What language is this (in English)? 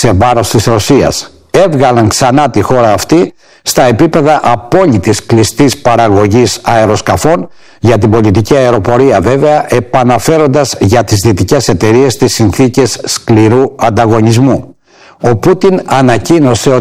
Greek